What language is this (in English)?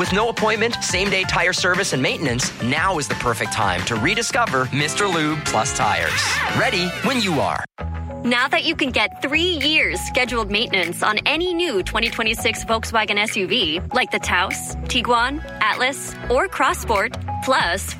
English